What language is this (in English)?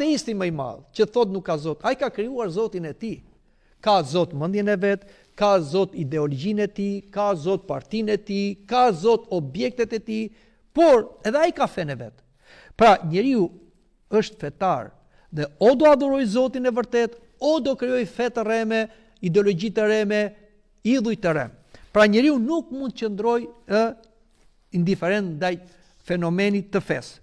Albanian